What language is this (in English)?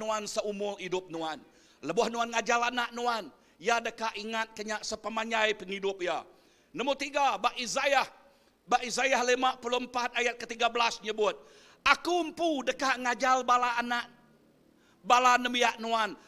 Iban